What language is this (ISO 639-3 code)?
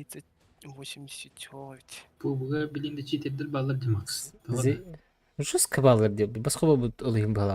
sah